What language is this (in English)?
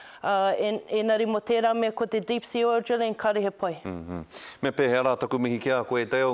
Māori